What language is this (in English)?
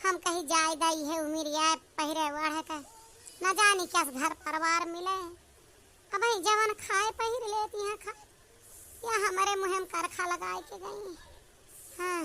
Awadhi